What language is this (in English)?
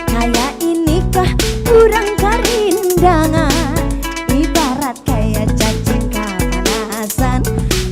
Banjar